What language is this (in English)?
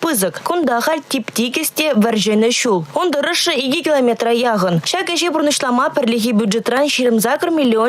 Chuvash